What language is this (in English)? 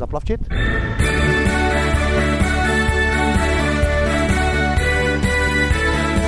Czech